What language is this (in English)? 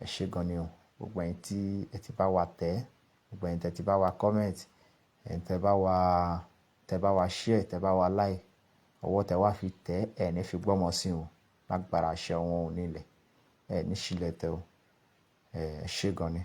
Yoruba